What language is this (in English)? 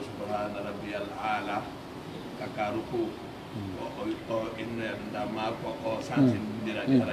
Pular